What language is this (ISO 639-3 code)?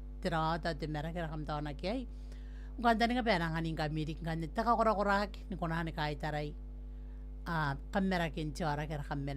gil